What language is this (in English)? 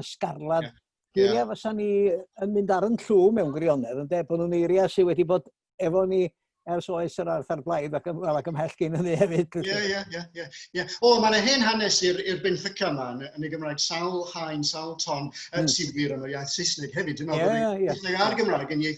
Welsh